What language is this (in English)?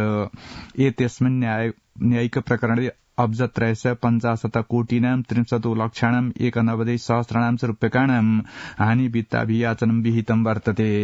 Sanskrit